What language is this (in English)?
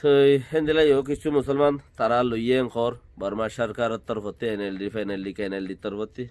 Rohingya